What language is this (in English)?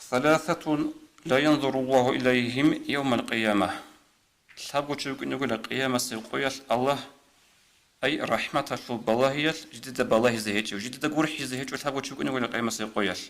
Avaric